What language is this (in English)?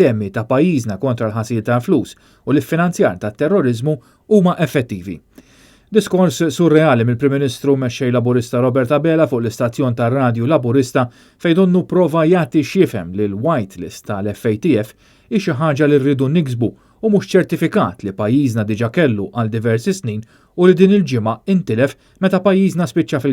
Maltese